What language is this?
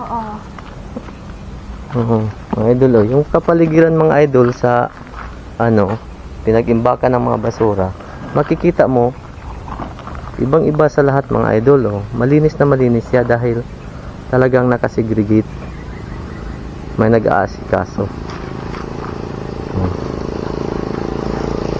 Filipino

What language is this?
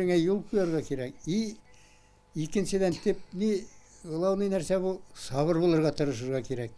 Tatar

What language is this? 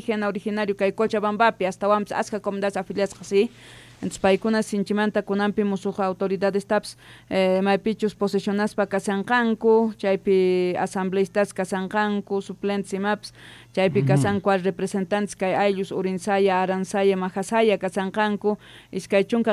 South Bolivian Quechua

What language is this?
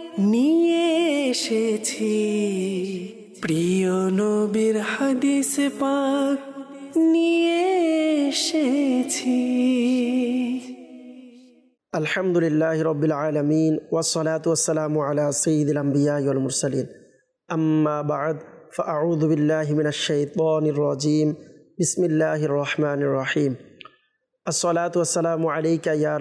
Bangla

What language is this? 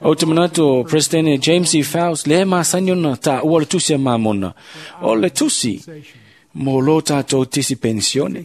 Samoan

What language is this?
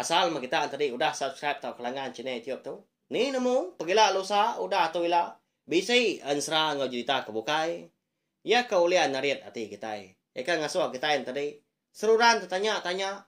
Iban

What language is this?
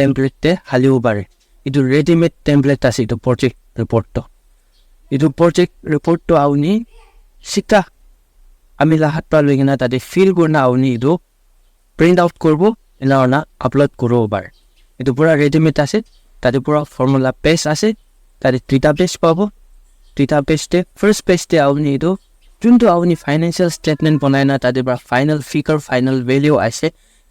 Naga Pidgin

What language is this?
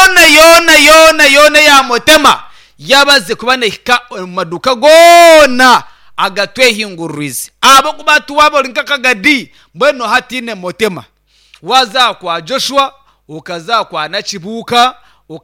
Nyankole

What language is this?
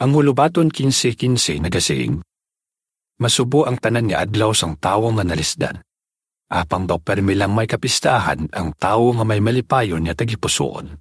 Hiligaynon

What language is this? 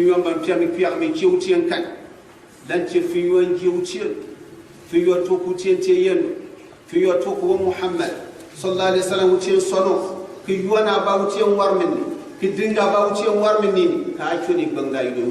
Gourmanchéma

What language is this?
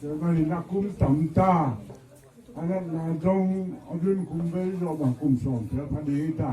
Tedim Chin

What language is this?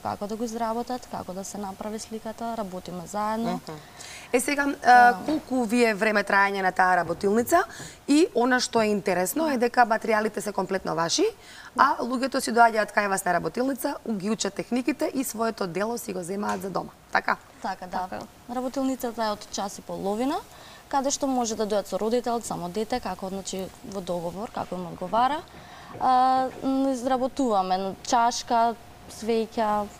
Macedonian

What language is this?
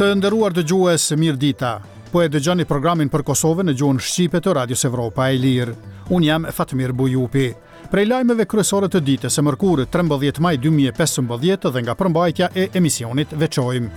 Albanian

